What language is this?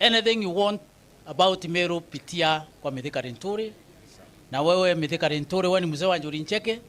Meru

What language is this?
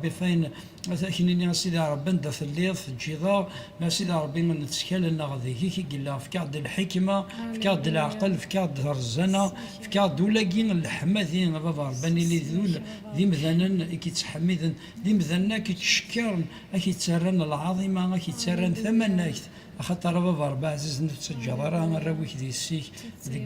Kabyle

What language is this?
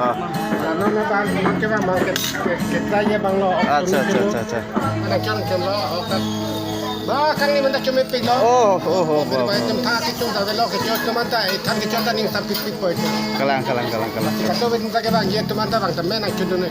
Karbi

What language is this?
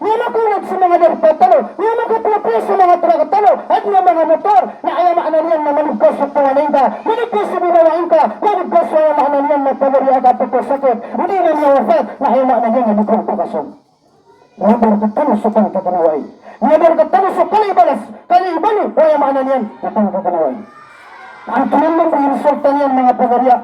Maranao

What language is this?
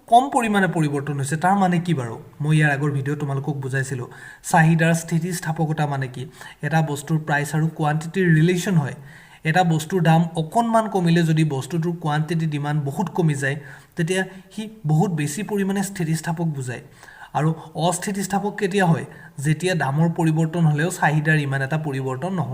Assamese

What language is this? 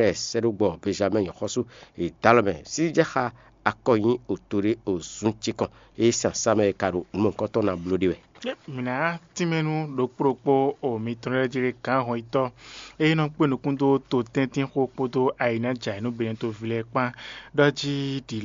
Fon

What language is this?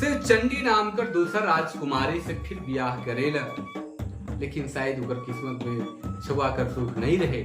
Sadri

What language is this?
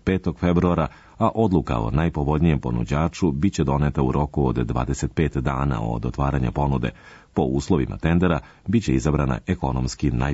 Serbian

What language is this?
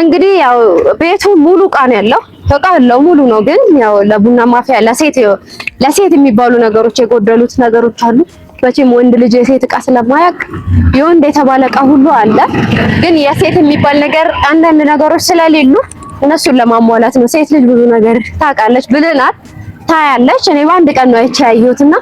Amharic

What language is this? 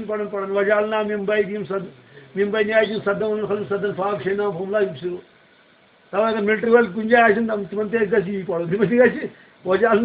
Kashmiri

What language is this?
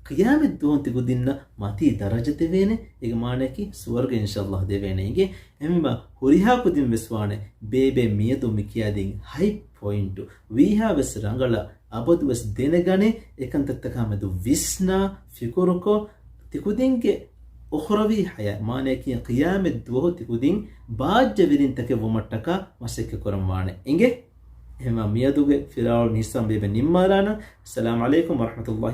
Divehi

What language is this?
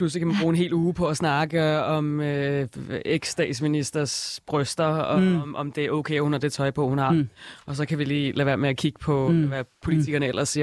Danish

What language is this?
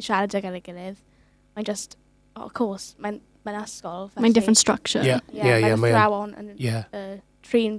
Welsh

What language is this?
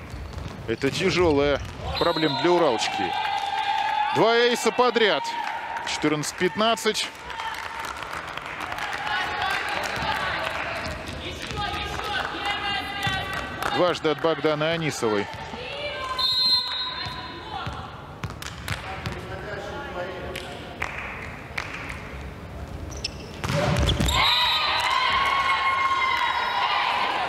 Russian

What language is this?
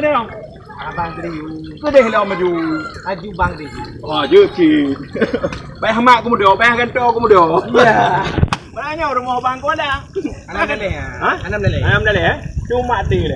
Achinese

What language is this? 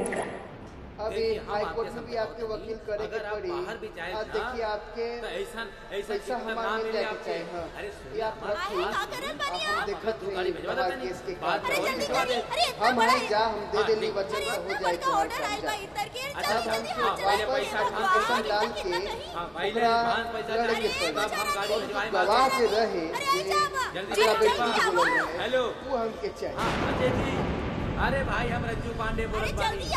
Bhojpuri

